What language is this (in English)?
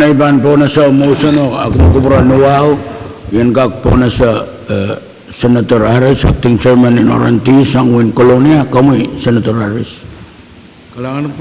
Pohnpeian